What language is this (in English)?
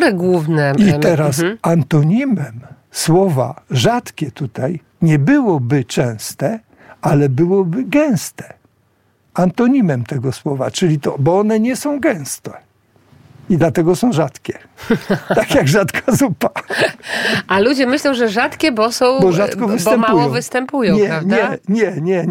Polish